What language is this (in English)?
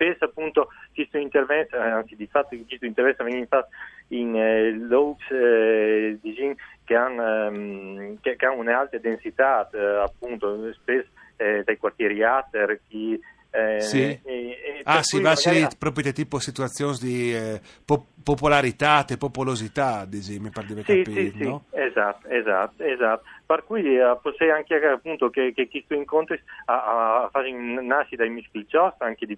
Friulian